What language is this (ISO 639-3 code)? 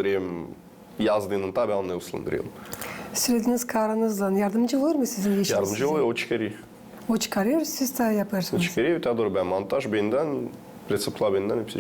gag